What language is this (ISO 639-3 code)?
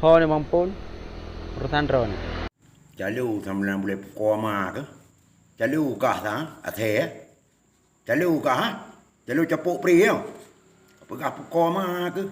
ace